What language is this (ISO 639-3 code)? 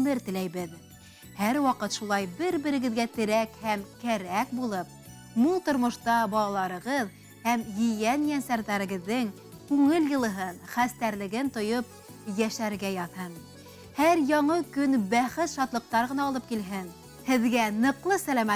bak